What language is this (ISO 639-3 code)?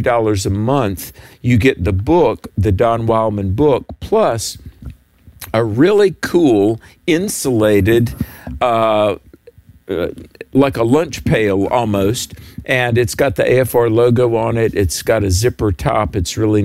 eng